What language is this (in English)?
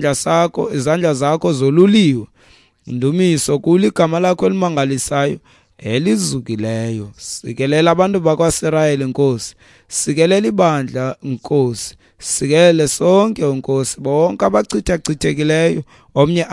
Xhosa